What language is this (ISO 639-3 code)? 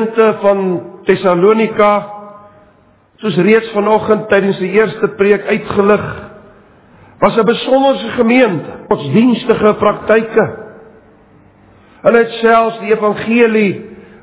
afr